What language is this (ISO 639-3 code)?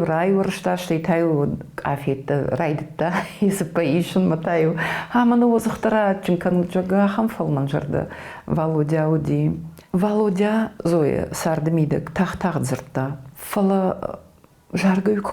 oss